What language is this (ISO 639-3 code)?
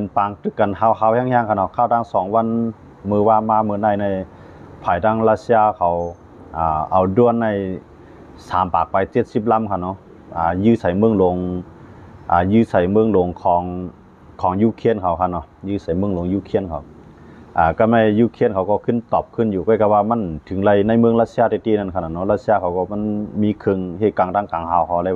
shn